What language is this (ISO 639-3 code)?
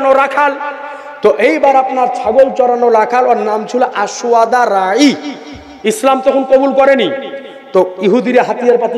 ben